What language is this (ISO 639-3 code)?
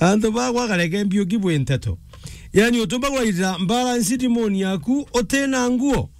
mer